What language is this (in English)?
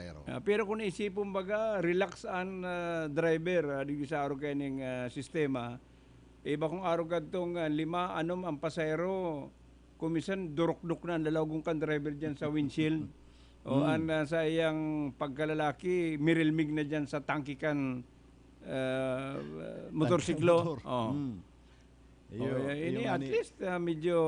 Bikol